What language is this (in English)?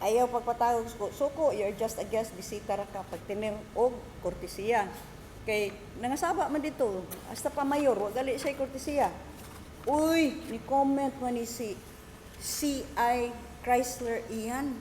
Cebuano